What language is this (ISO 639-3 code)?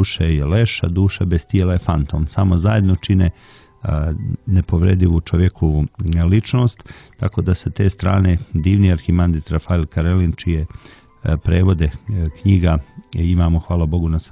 hrv